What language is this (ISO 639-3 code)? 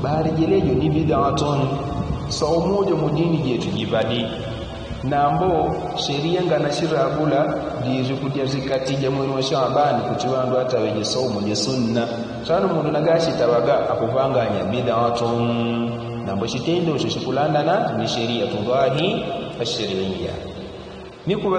yao